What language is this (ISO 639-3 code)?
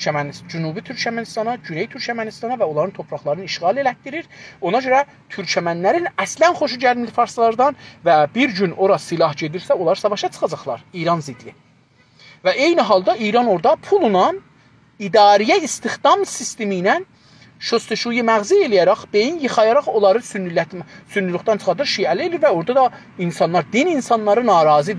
azb